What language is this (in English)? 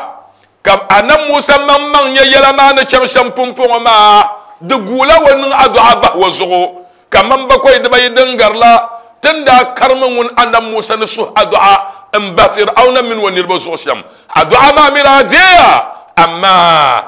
Dagbani